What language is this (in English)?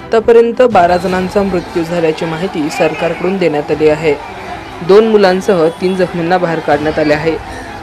Marathi